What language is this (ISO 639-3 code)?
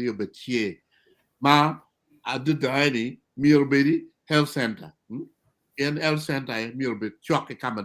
ach